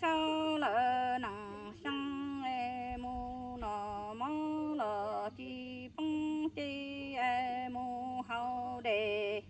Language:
Hmong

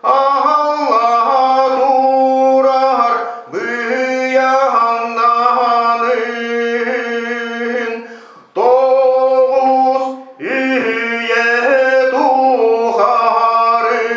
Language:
Yakut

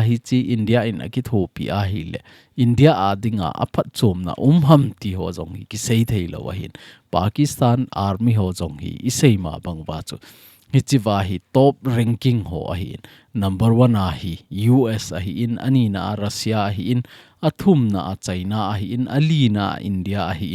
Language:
Thado Chin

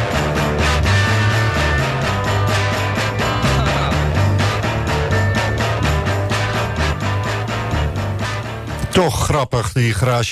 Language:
Dutch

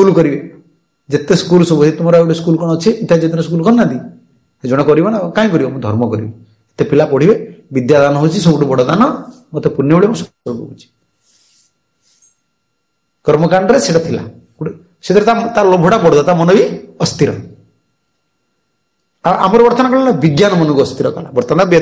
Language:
Odia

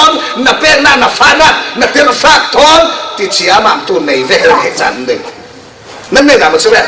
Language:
Falam Chin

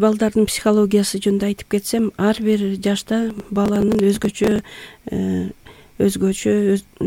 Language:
Kyrgyz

